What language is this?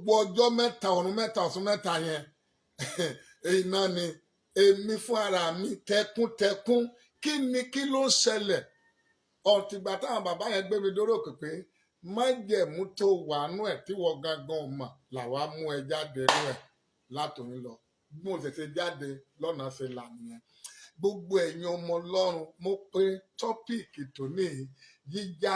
Yoruba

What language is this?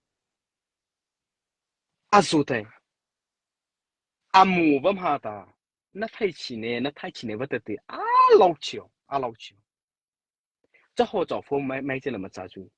Mara Chin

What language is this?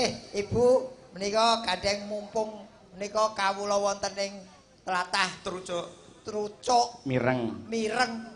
Javanese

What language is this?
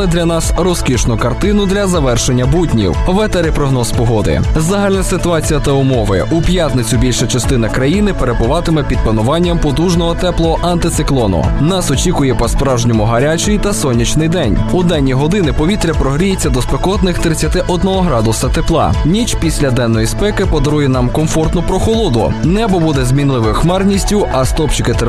Ukrainian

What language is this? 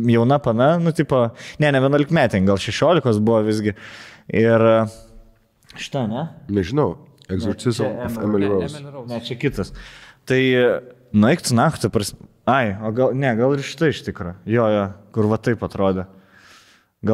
Lithuanian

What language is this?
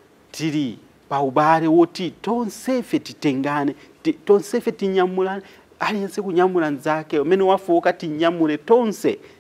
Nyanja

